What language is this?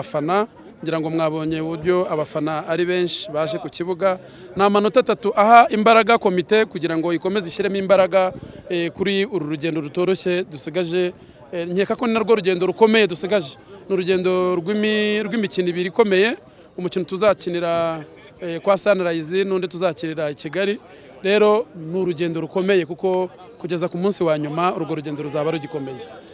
Kinyarwanda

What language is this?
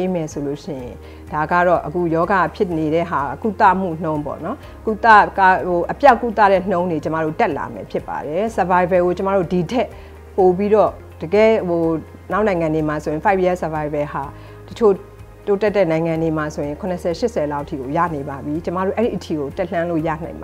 Burmese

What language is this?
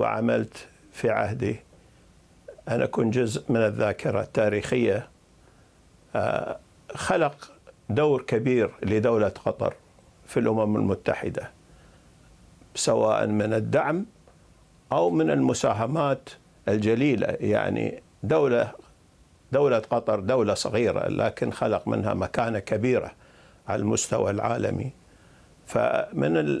Arabic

